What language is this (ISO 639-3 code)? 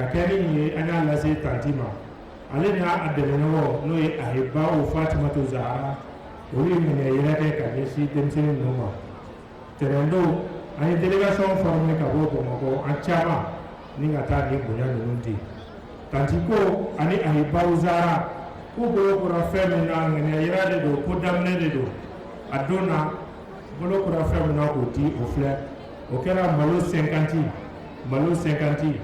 bam